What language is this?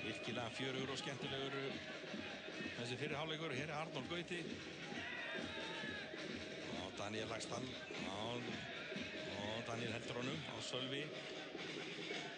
Icelandic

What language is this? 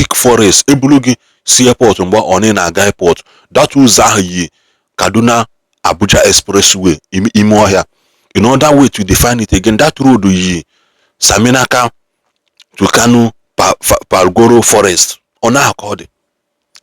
Igbo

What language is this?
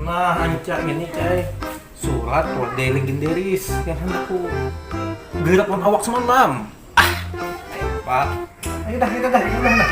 Banjar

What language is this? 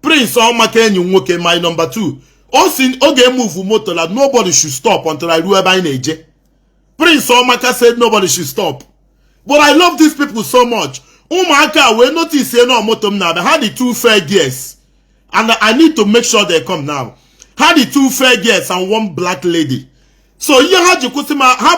Igbo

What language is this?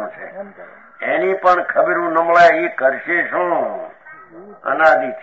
Gujarati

